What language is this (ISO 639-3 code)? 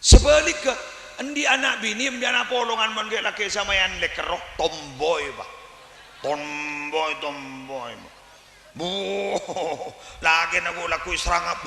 mad